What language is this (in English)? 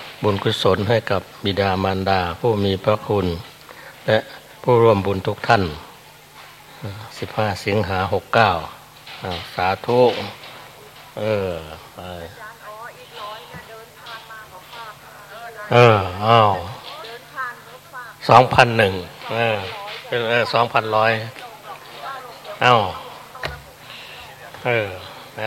Thai